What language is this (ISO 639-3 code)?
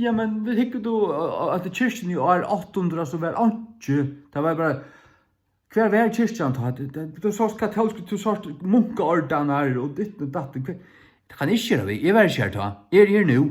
fao